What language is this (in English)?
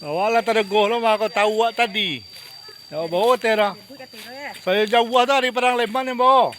Minangkabau